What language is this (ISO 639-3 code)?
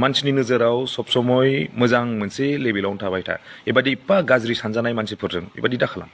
brx